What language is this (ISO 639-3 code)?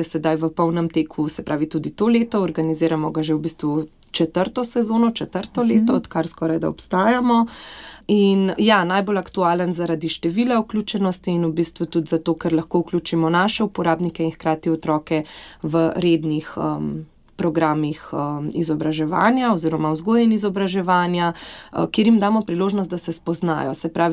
slv